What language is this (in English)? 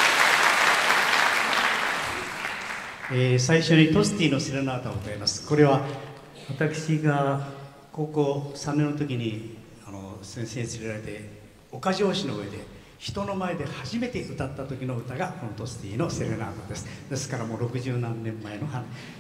Japanese